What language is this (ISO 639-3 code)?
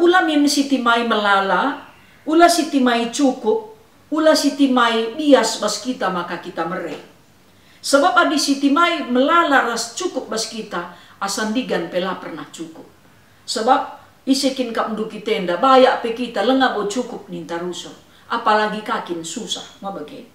btx